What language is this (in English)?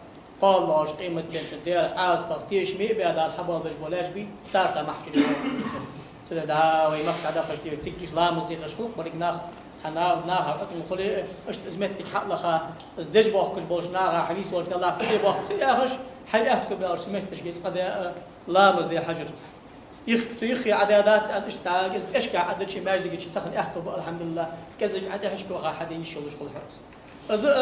Ingush